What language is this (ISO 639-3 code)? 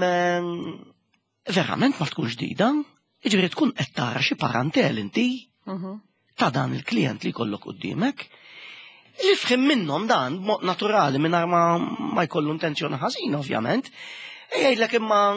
mlt